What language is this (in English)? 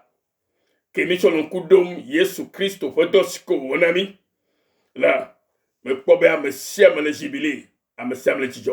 Ewe